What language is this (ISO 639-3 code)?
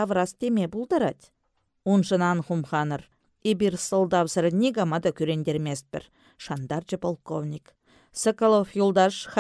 chv